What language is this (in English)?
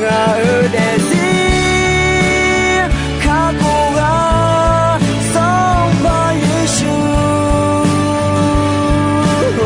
Akha